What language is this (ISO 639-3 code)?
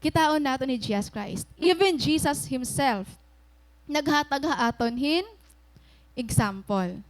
war